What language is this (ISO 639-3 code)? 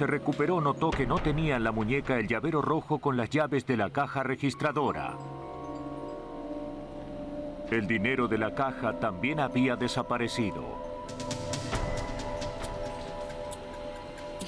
spa